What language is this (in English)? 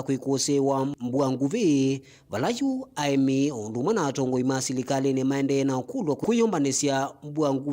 Kamba